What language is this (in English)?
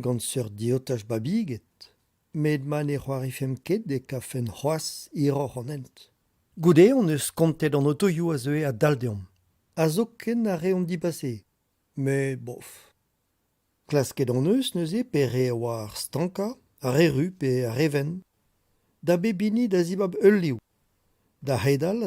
Breton